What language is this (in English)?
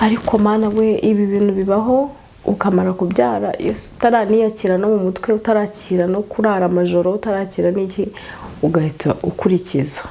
Kinyarwanda